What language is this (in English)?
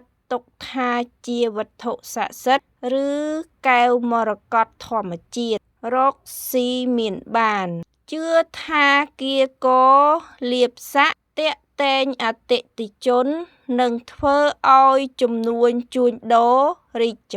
Khmer